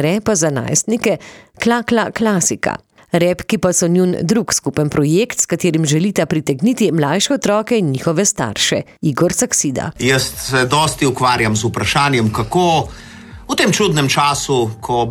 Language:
Slovenian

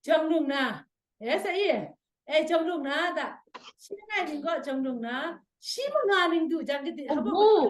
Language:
Kachin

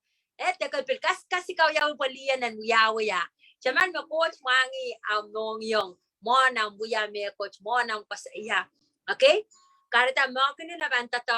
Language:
Pohnpeian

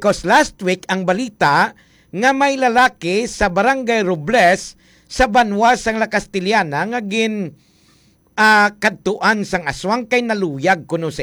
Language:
Hiligaynon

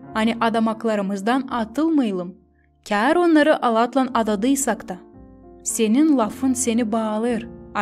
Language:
Gagauz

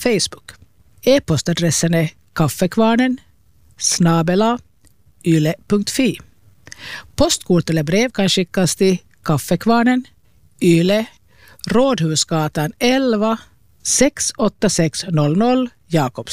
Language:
Swedish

